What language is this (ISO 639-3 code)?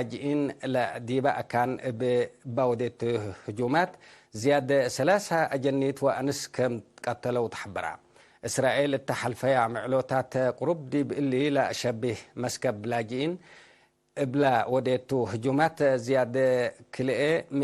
tig